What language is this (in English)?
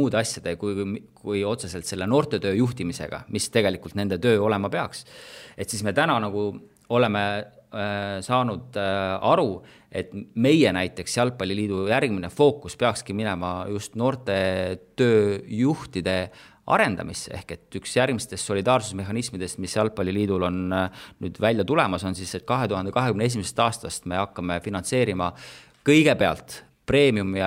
Estonian